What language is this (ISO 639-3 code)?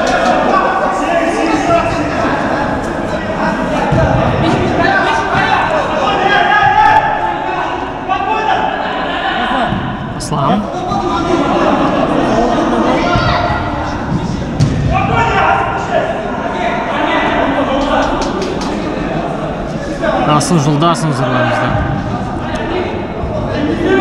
kaz